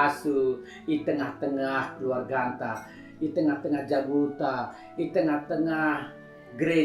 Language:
Batak Karo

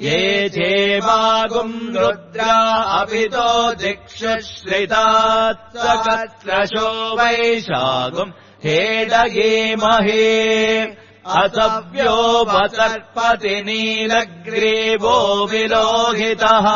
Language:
Sanskrit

